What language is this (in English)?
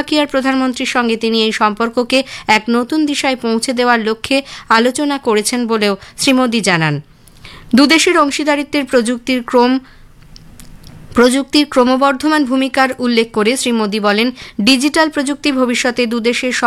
Bangla